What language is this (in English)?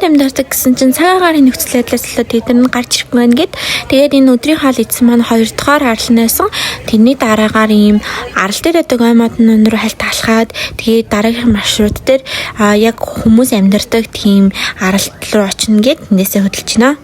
Mongolian